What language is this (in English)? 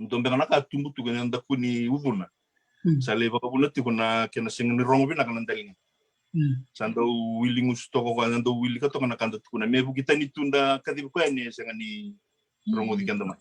Fijian